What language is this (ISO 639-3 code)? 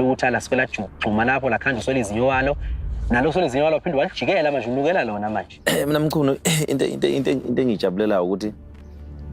zul